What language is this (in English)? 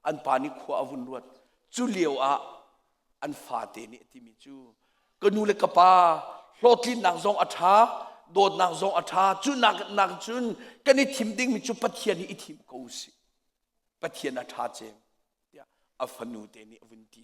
Hakha Chin